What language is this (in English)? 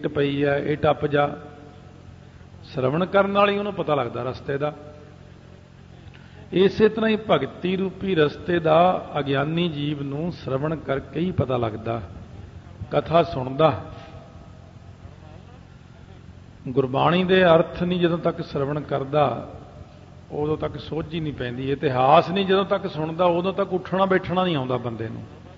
Punjabi